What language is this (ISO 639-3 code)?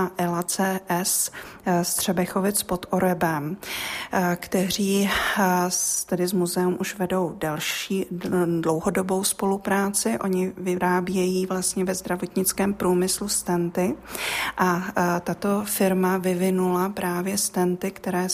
ces